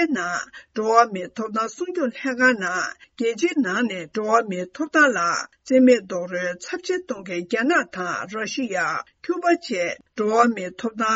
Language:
Tibetan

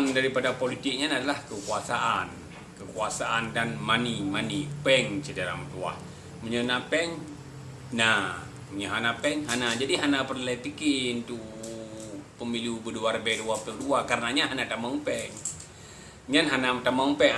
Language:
Achinese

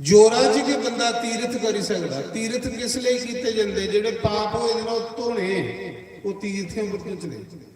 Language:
Dogri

